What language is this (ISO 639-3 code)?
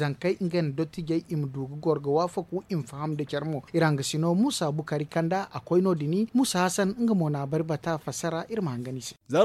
dje